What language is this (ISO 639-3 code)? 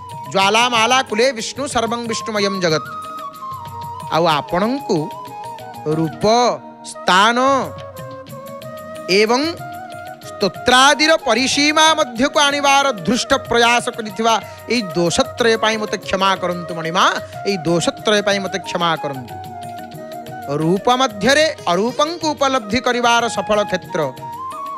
ori